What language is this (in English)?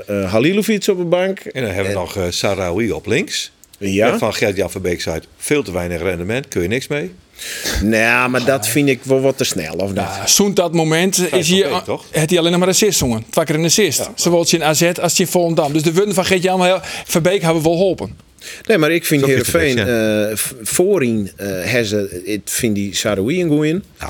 Western Frisian